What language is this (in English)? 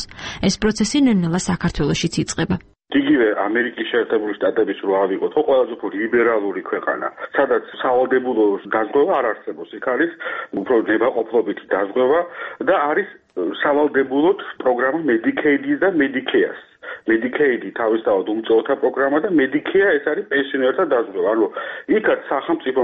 Georgian